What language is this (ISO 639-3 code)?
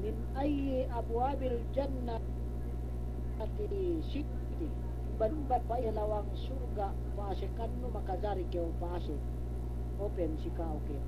yka